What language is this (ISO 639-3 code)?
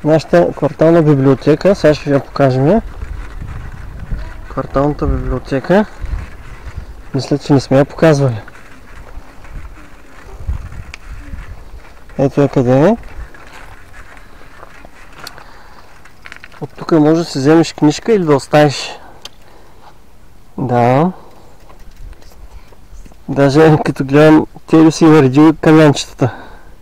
bul